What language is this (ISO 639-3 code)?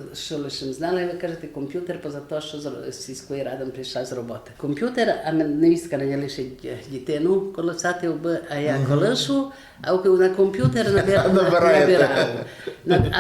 rue